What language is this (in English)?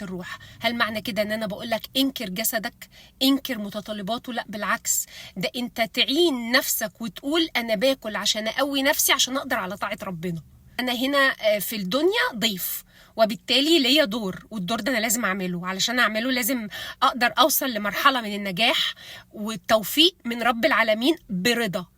Egyptian Arabic